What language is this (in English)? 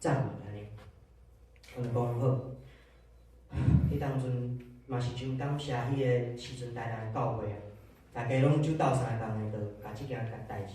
Min Nan Chinese